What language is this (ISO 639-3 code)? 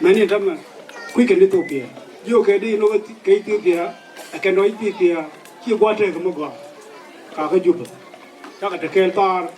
nus